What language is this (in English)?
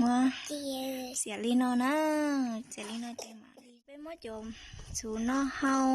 Hmong